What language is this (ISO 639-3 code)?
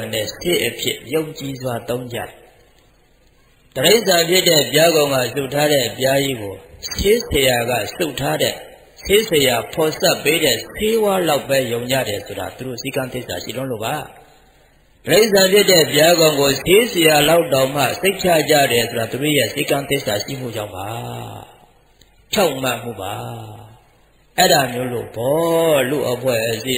mya